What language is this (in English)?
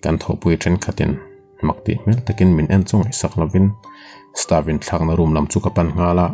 Mizo